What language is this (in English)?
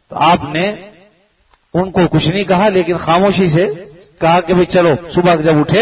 Urdu